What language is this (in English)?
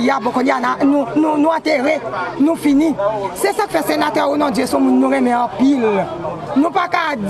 Haitian Creole